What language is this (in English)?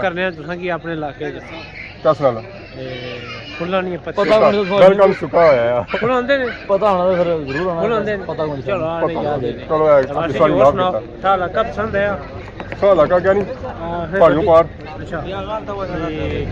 Pahari-Potwari